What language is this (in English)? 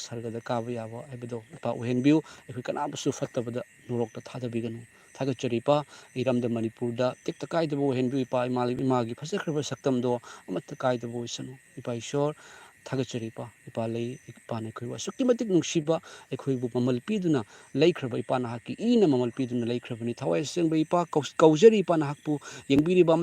Manipuri